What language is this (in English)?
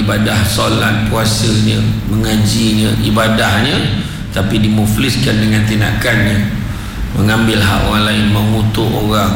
Malay